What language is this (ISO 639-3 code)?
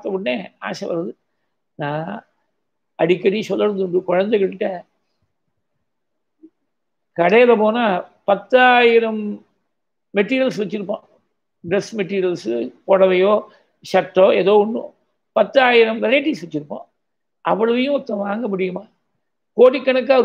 tam